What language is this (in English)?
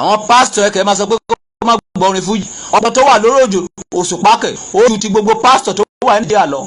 Yoruba